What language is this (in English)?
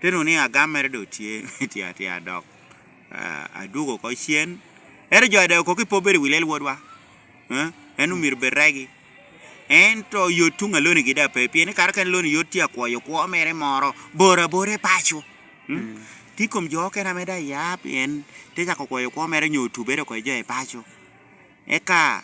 Lango (Uganda)